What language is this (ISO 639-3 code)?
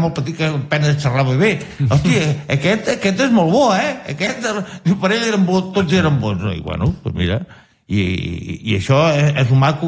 cat